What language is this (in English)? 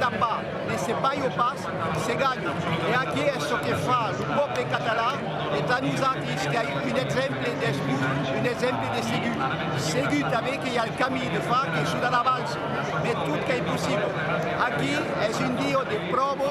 Occitan